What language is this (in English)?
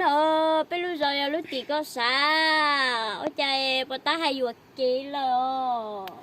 Hmong